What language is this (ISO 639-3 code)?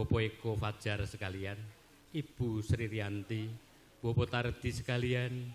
jav